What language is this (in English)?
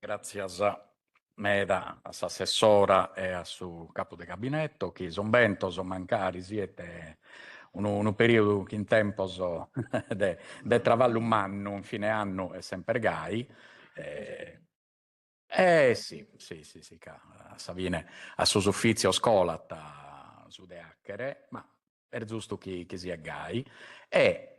Sardinian